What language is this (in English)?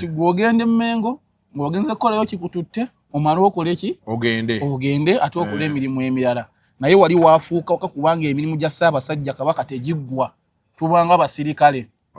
Ganda